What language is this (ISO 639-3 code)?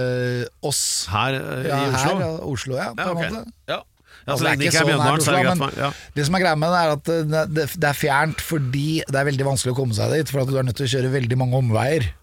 nor